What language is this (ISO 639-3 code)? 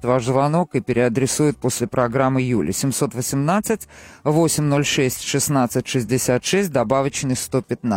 rus